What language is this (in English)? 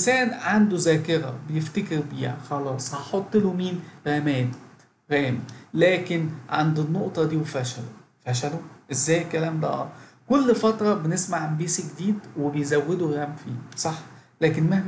Egyptian Arabic